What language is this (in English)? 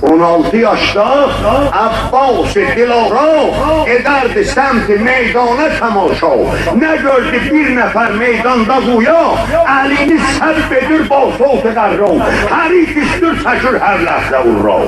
South Azerbaijani